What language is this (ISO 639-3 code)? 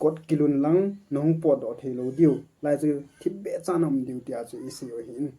tcz